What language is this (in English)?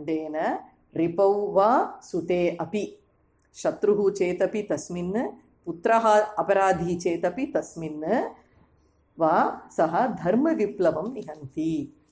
Sanskrit